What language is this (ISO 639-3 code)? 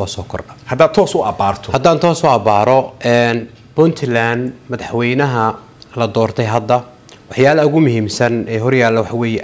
som